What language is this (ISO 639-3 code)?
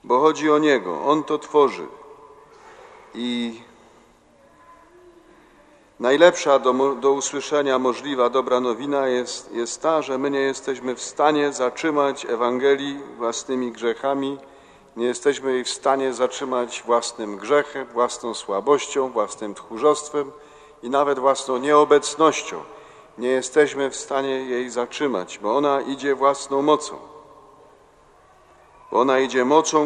pol